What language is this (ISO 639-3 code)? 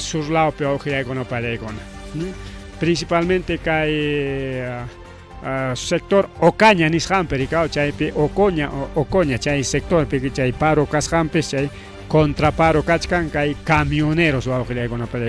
quy